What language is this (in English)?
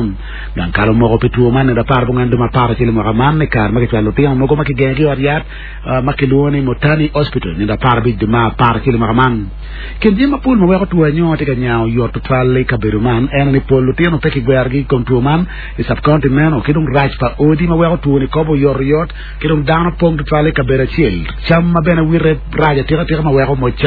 Acoli